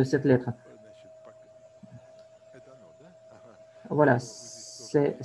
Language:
French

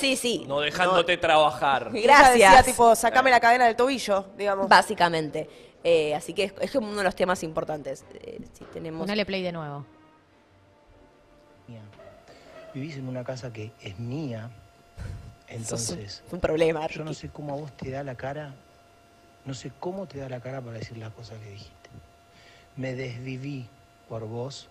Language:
Spanish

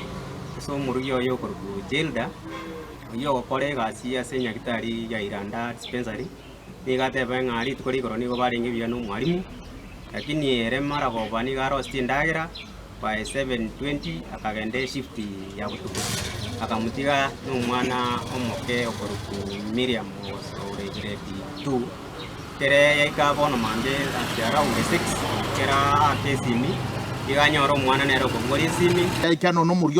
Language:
Gusii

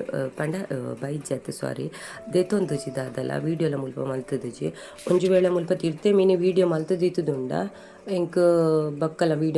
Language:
Tulu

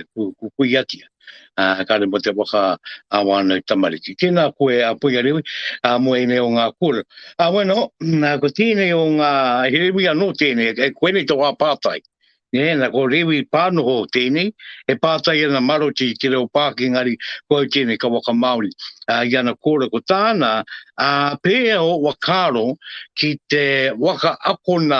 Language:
Māori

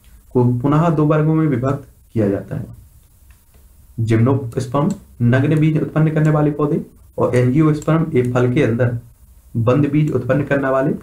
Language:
Hindi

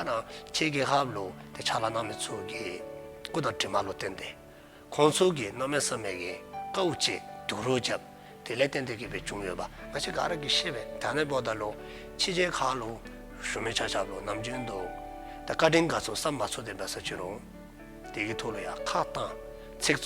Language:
Dzongkha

